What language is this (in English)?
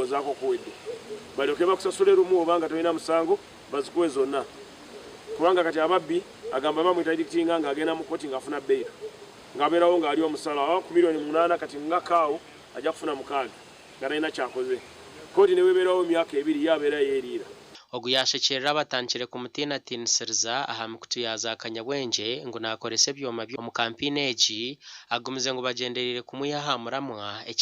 Nyankole